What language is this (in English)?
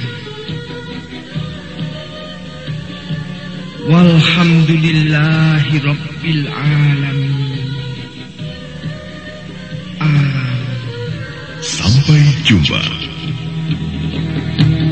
Indonesian